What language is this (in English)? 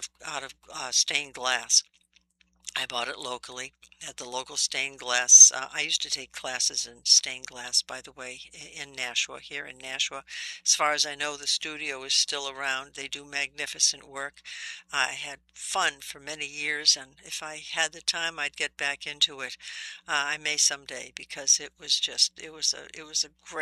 English